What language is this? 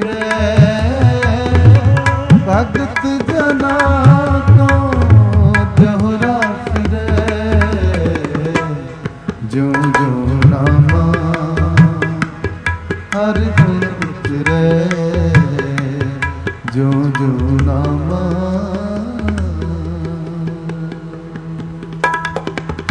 Punjabi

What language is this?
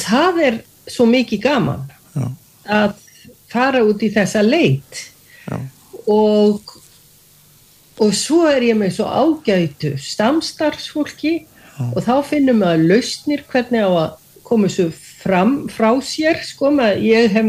Icelandic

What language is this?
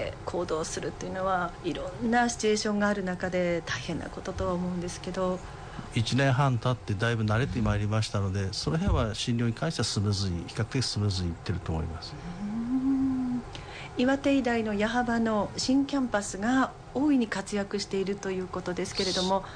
Japanese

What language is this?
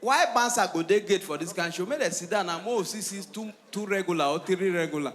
Nigerian Pidgin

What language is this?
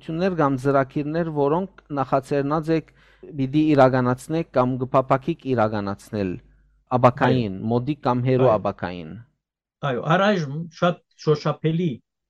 Western Armenian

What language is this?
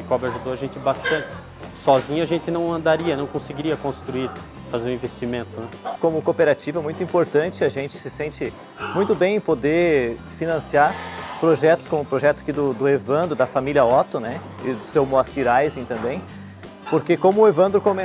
Portuguese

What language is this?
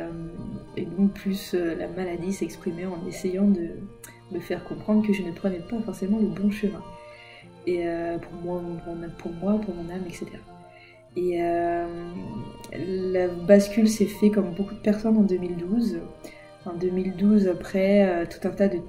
French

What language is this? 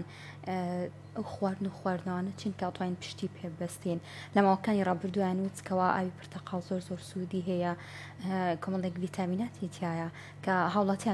Central Kurdish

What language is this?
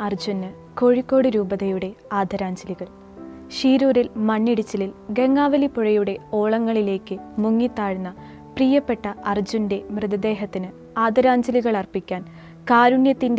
Malayalam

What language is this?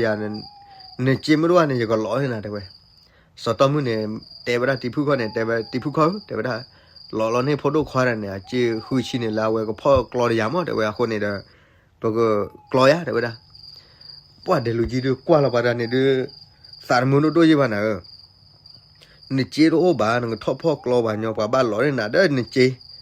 S'gaw Karen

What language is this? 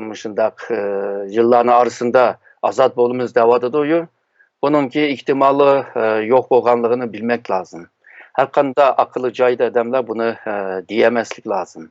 Uyghur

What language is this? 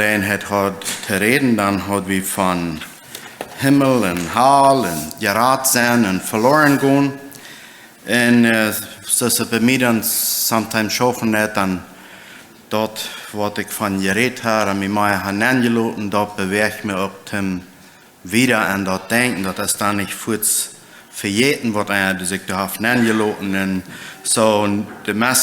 Plautdietsch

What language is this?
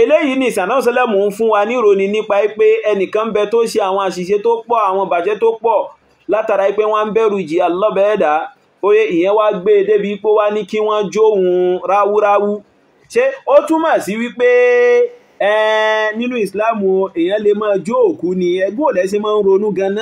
Yoruba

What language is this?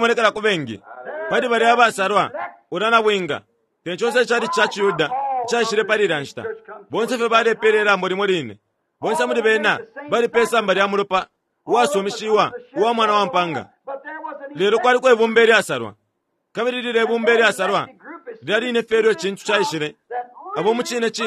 Bemba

